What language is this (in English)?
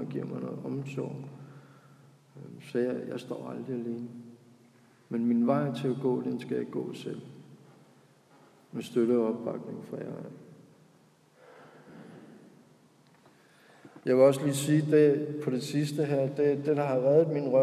Danish